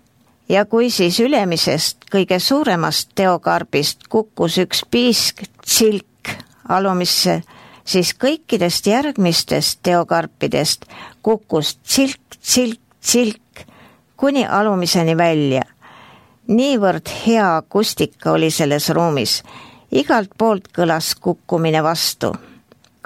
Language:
Estonian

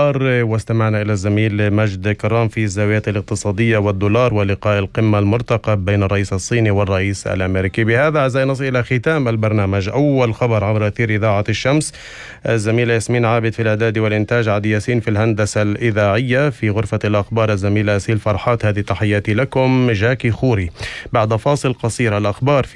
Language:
North Levantine Arabic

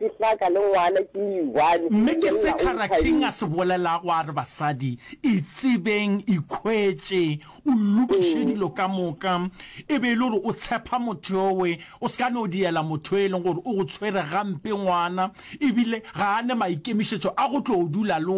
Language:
Northern Sotho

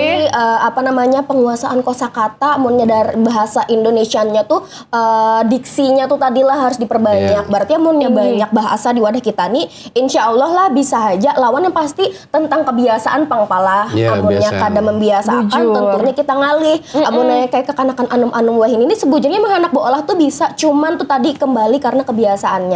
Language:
Banjar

